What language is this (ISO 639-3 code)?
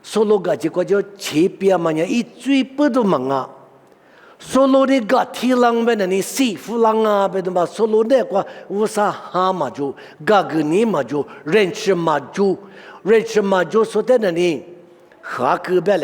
lis